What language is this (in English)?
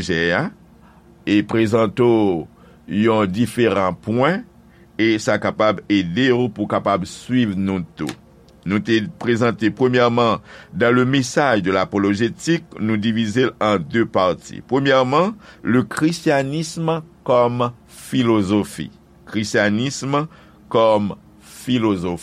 Haitian Creole